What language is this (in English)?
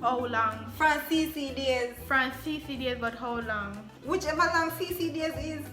Jamaican Creole English